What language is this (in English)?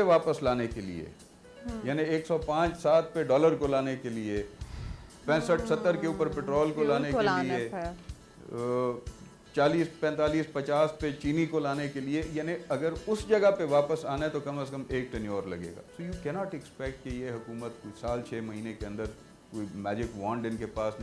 Urdu